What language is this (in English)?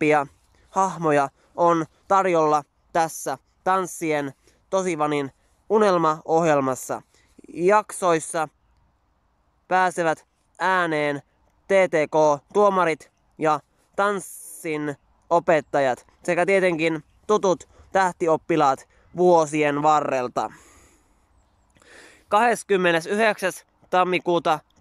Finnish